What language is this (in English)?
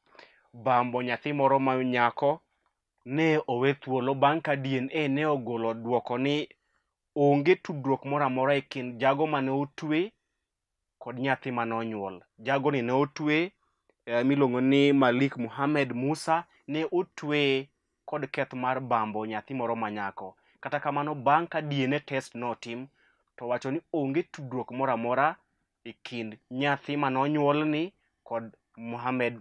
Luo (Kenya and Tanzania)